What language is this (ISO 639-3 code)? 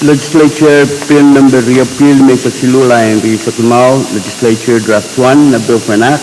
pon